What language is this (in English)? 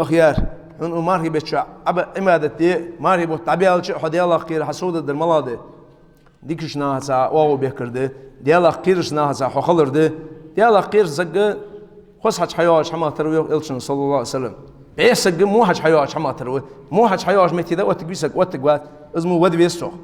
Ingush